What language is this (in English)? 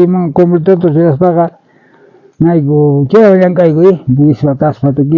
South Bolivian Quechua